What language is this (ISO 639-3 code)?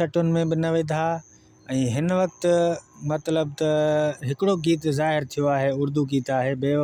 snd